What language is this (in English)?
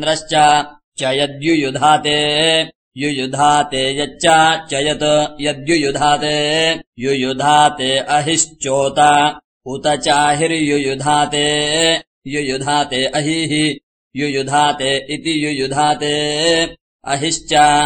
Sanskrit